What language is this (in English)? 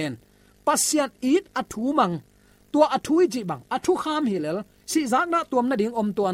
Tedim Chin